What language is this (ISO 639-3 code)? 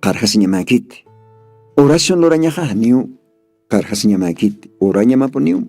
aym